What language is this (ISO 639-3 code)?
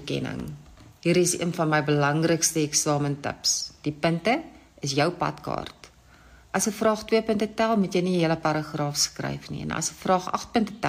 afr